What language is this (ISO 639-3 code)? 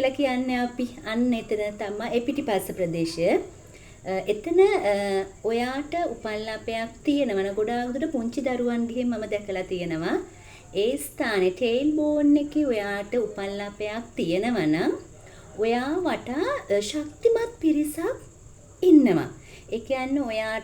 sin